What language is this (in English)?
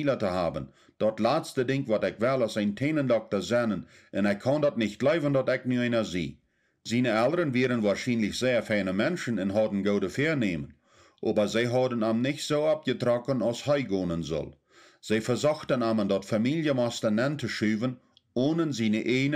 Plautdietsch